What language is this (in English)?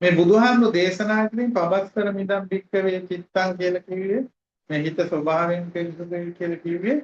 Sinhala